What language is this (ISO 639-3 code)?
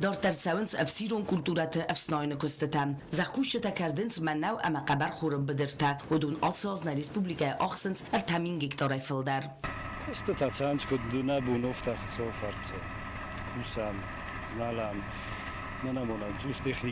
oss